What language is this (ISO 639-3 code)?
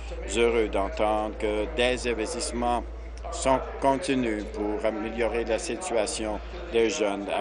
fra